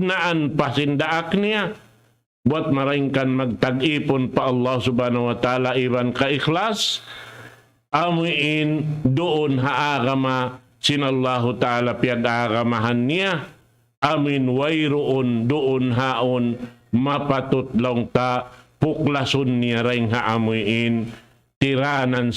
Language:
Tausug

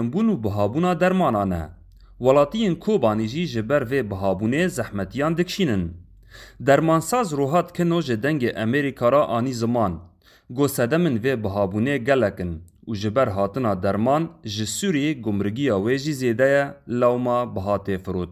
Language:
Kurdish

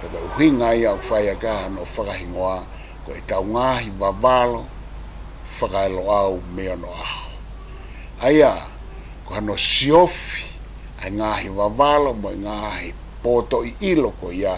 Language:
Tongan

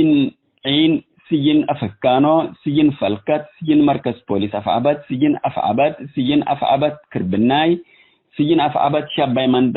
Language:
Tigre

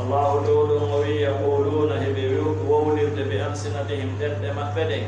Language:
Fula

